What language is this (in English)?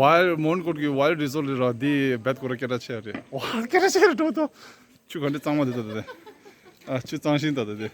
Tibetan